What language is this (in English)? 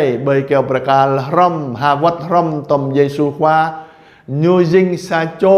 Jarai